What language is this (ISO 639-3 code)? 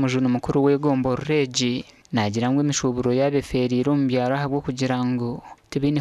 nyn